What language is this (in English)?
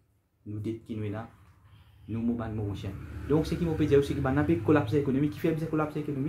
Morisyen